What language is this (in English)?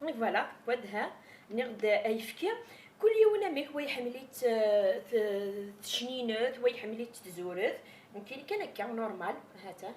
Kabyle